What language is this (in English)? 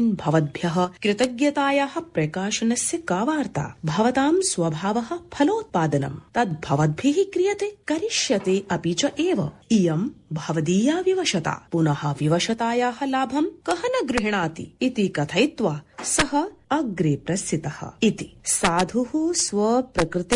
Sanskrit